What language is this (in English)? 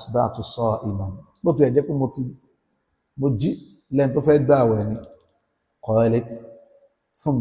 Yoruba